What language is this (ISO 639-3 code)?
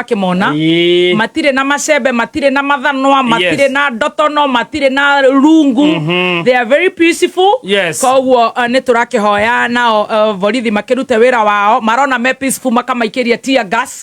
kik